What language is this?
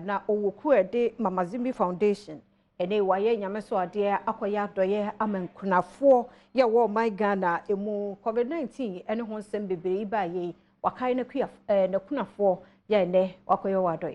Akan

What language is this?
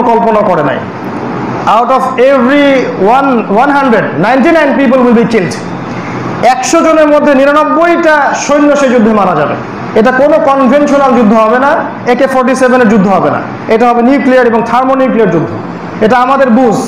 Bangla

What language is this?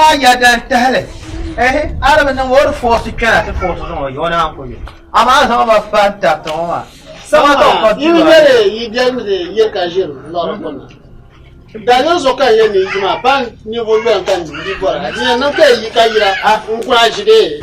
Dagbani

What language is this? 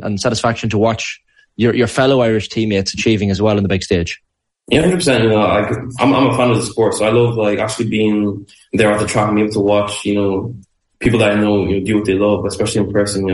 English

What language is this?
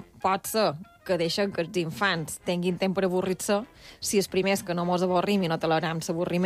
Catalan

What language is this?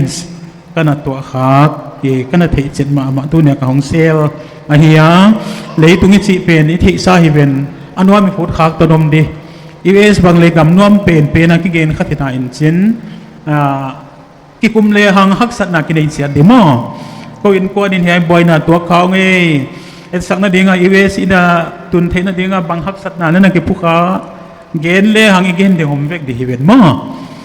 Tedim Chin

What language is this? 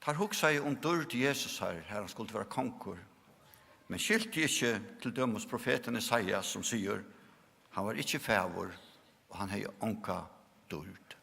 Faroese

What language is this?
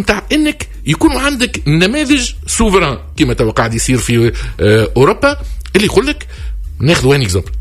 Tunisian Arabic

